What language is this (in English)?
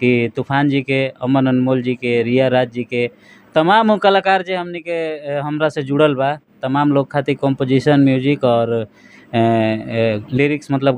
Bhojpuri